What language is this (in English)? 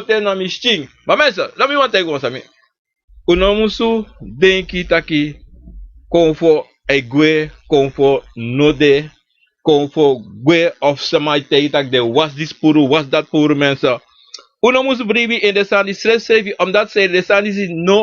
Sranan Tongo